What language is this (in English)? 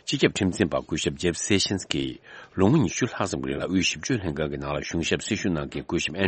Tibetan